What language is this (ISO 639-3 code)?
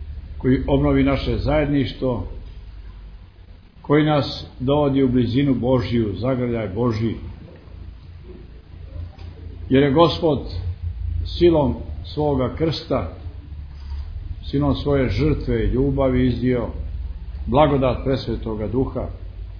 srp